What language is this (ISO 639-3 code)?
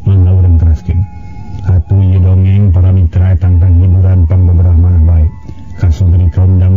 sun